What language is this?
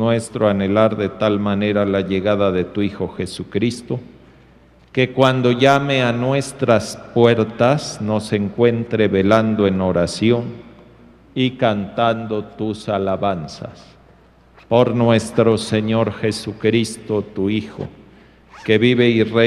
Spanish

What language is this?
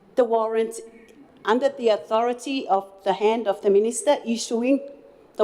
Gilbertese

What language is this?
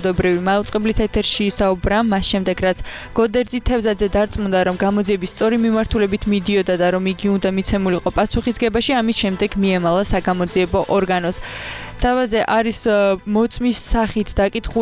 Georgian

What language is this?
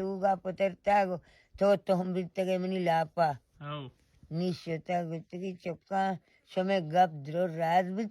Baluchi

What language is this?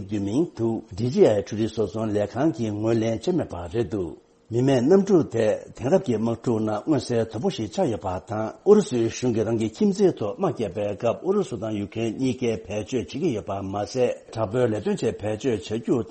Tibetan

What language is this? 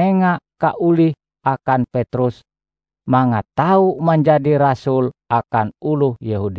Ngaju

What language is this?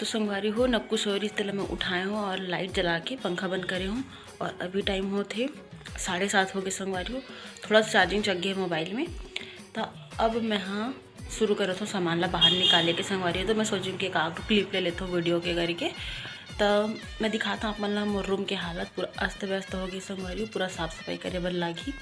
Chhattisgarhi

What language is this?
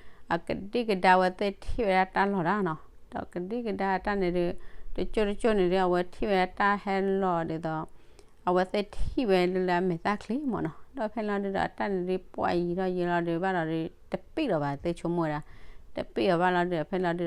S'gaw Karen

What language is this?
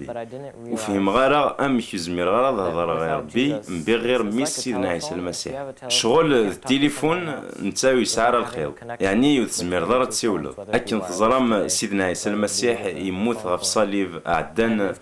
Kabyle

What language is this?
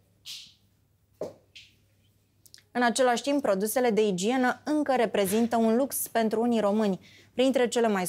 Romanian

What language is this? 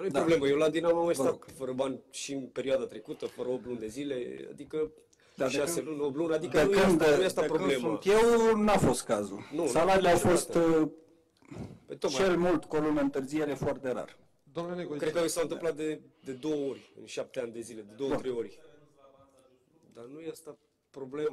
Romanian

